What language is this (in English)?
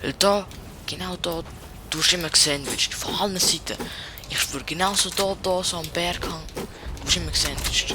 Swiss German